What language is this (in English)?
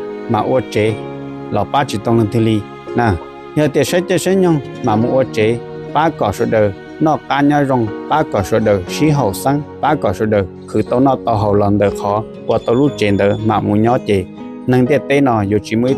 Hmong